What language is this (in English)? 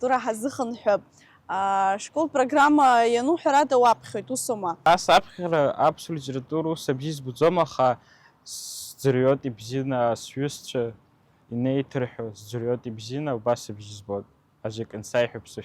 Abkhazian